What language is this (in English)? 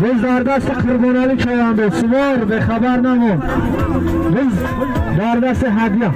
Tajik